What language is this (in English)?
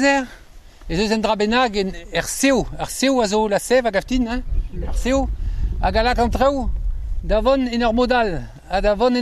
Breton